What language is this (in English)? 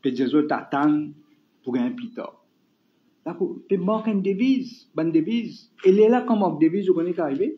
Morisyen